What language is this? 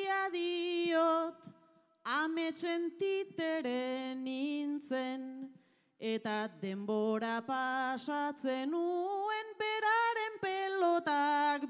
Basque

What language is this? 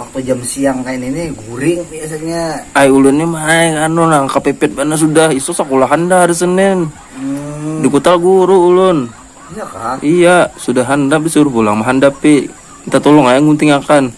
Banjar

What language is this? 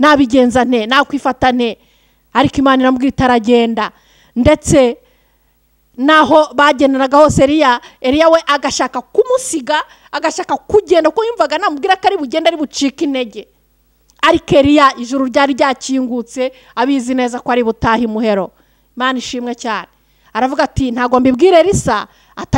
Kinyarwanda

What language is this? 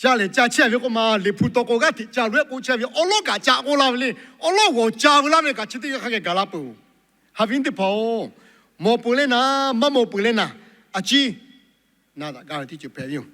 Lahu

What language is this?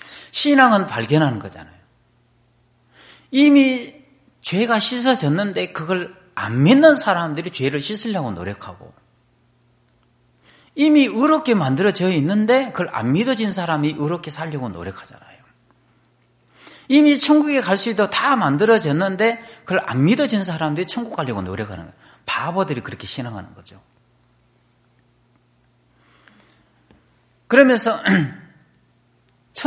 Korean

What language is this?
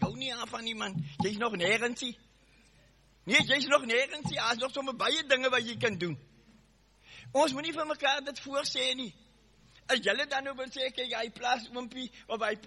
Afrikaans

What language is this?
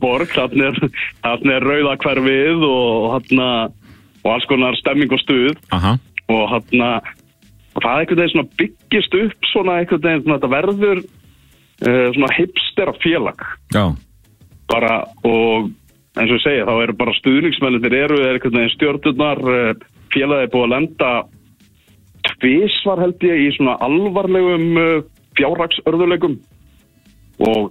Icelandic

